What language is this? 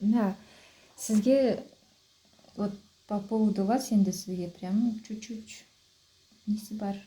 Kazakh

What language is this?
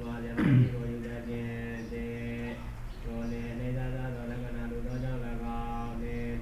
Burmese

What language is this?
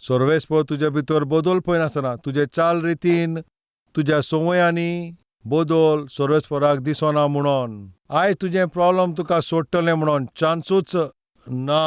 Konkani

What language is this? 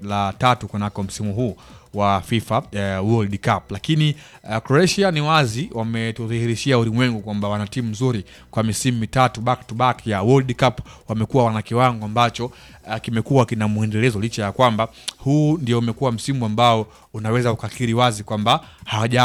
Swahili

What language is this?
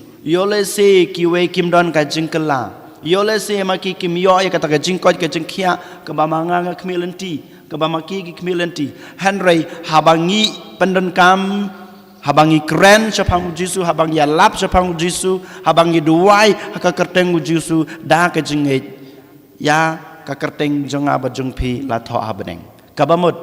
Khasi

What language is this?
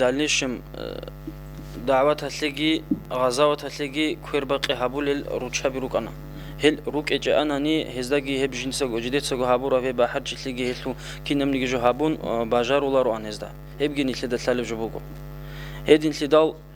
Avaric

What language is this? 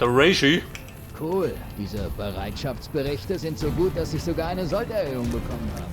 Bavarian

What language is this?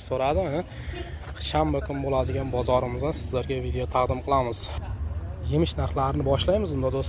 Uzbek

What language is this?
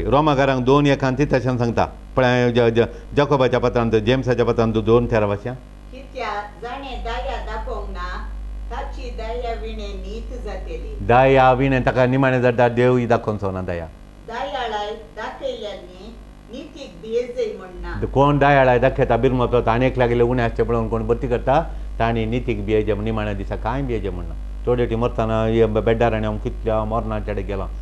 Konkani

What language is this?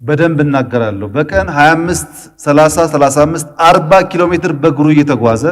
Amharic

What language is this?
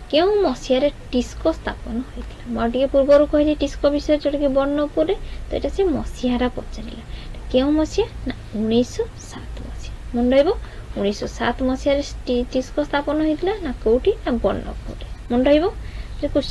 Odia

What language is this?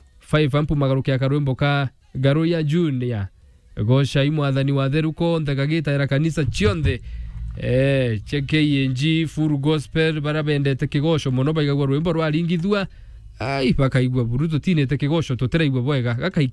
Meru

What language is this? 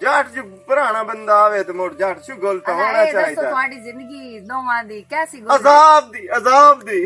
Western Panjabi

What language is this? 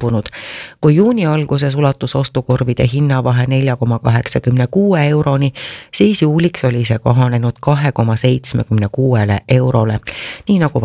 Estonian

